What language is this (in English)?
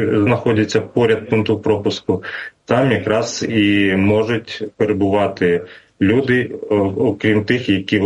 Ukrainian